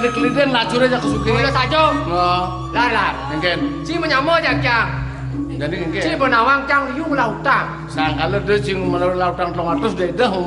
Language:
Balinese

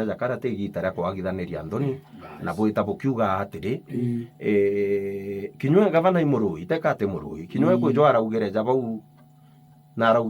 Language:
Meru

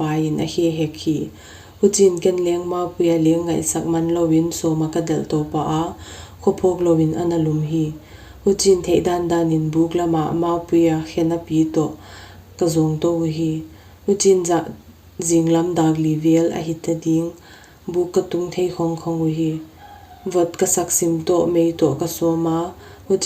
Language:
Paite Chin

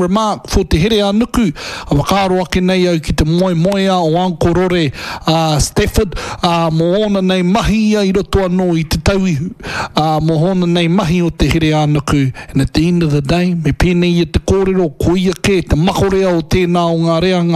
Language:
Māori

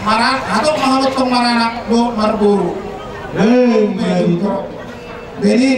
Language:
Batak Toba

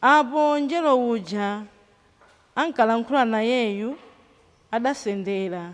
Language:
Nyanja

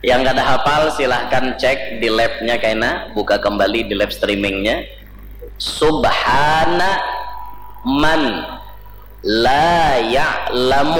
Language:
Banjar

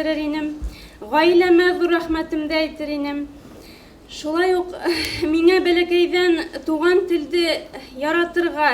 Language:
Bashkir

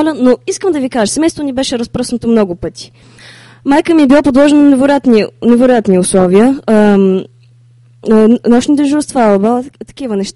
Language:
Bulgarian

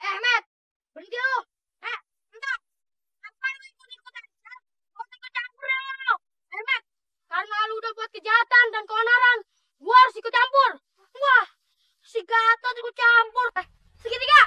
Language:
Betawi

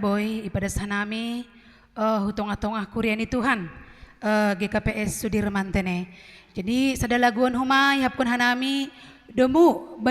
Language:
Batak Simalungun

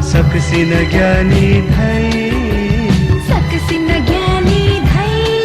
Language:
Newari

